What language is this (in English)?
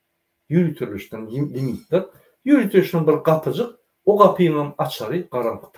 Turkmen